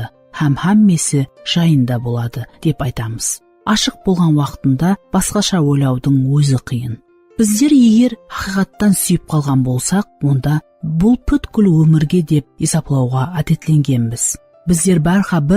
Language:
Kara-Kalpak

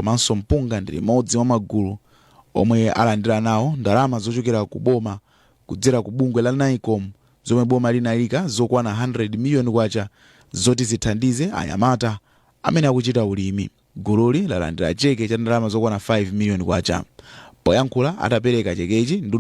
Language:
Nyanja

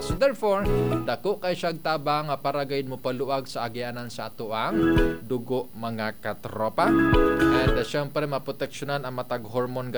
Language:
Cebuano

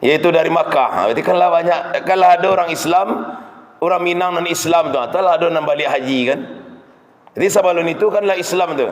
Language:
Minangkabau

